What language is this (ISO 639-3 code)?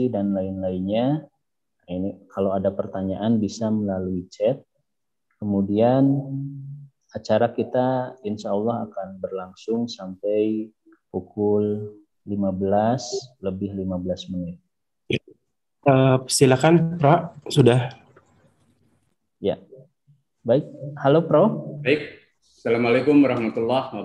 ind